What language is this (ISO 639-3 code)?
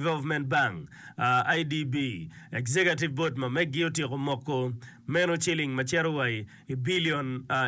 ach